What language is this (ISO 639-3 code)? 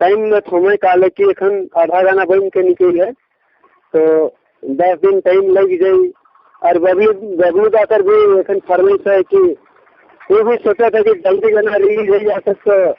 sck